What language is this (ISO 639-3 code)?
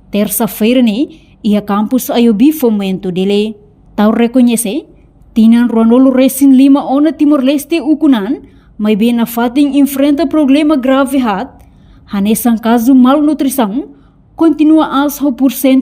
tet